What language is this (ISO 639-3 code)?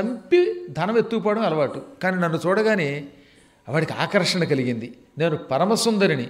tel